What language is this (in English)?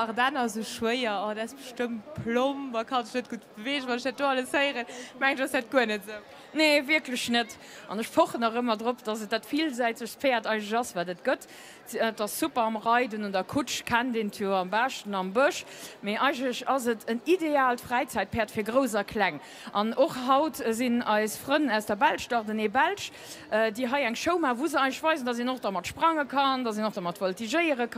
Luxembourgish